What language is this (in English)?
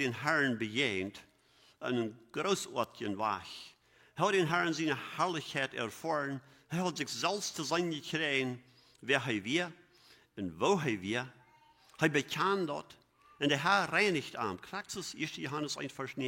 Plautdietsch